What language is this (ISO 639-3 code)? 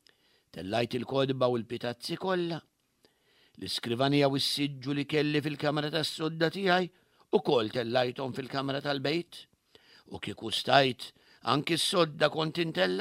mlt